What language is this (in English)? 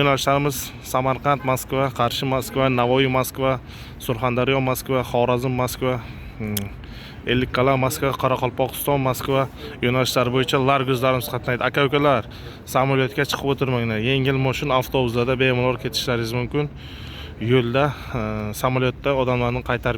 Uzbek